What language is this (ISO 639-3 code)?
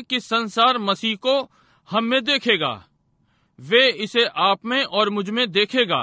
hin